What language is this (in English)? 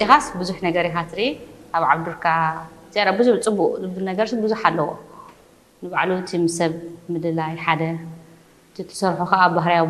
Tigrinya